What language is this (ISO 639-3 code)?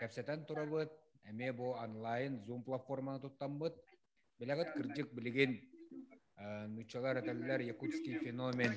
sah